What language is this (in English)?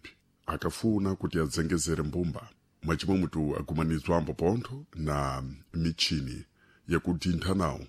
Sena